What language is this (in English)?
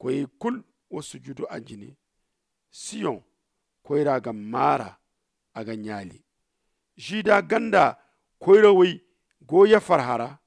Zarma